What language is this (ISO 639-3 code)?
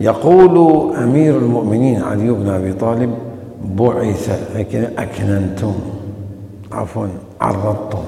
acm